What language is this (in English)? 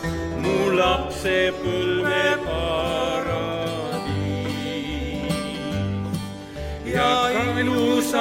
Estonian